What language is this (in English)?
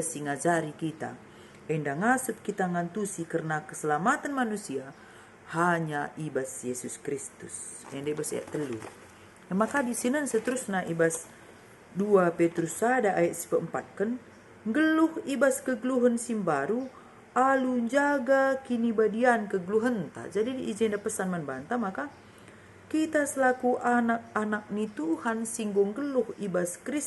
Batak Karo